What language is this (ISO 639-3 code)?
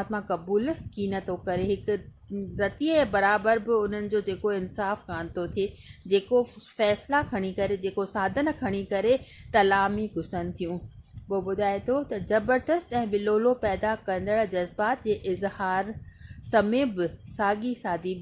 snd